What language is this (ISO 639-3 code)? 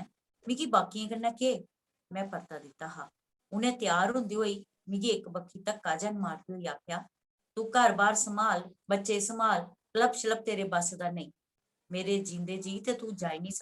doi